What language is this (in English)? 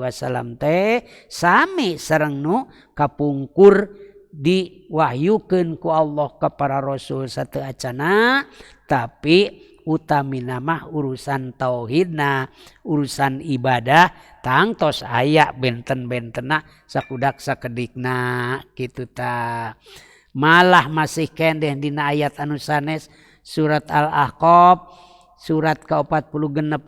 Sundanese